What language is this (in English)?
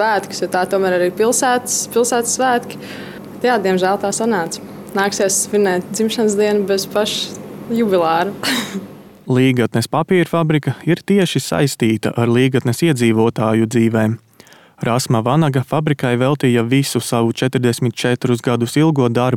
Latvian